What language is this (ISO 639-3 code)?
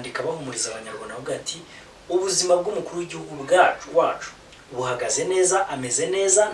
kin